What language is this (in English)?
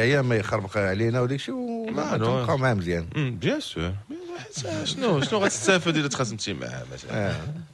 Moroccan Arabic